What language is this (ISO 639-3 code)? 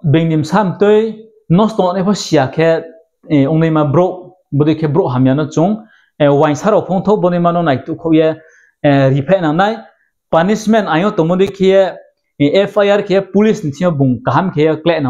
ria